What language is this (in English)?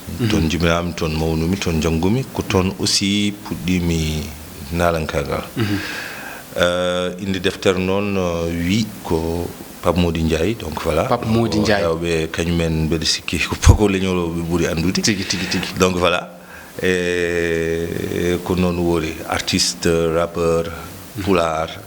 Fula